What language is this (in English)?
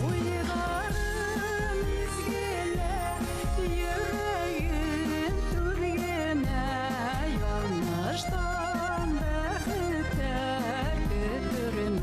Bashkir